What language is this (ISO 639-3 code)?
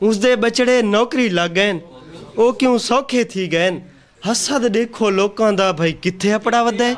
skr